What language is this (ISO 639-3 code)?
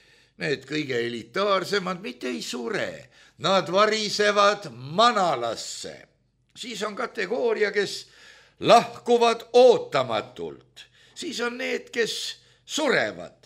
est